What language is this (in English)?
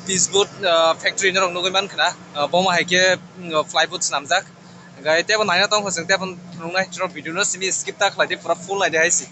Kok Borok